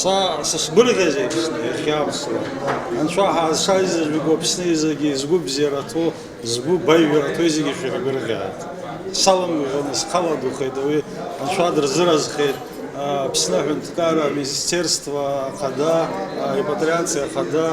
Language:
Abkhazian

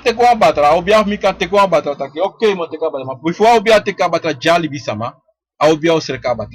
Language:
Sranan Tongo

